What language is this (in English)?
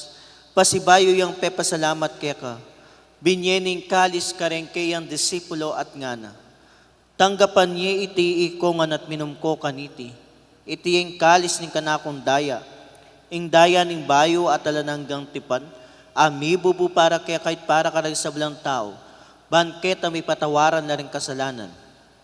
Pampanga